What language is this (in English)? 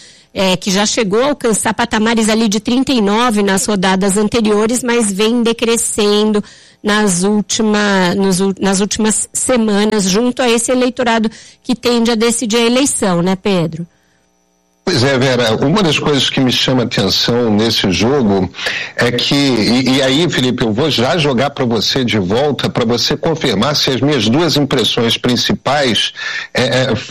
Portuguese